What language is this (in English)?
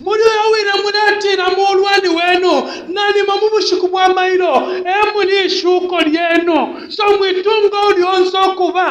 Bemba